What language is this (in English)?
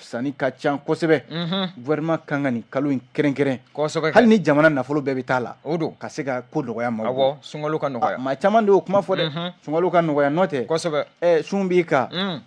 Bambara